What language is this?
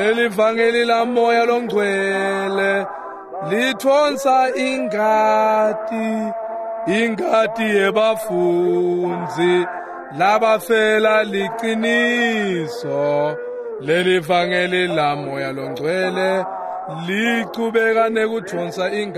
Swati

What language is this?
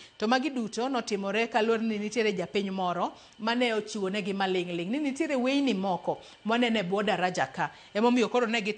Luo (Kenya and Tanzania)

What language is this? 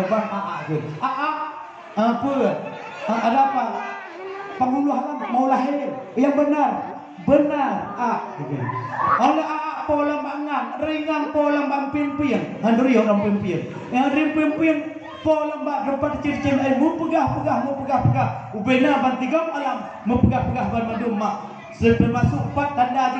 Achinese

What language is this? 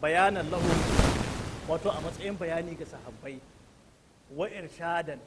Hausa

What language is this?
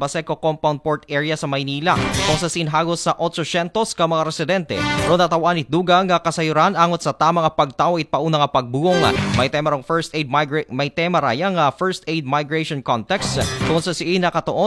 Aklanon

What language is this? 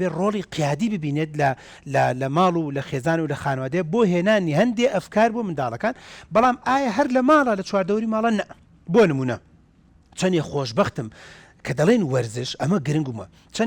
Central Kurdish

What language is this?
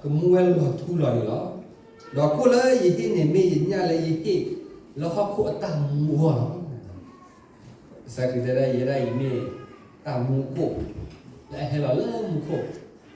S'gaw Karen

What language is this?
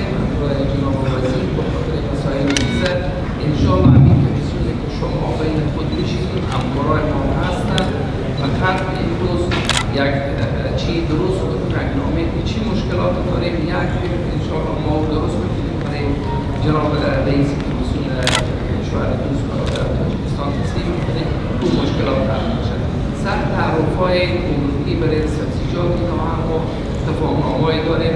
Tajik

